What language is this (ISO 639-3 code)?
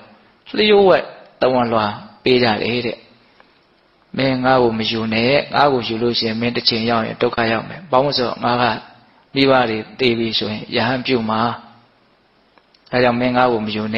mya